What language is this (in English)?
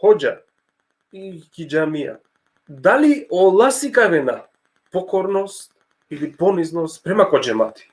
Balkan Romani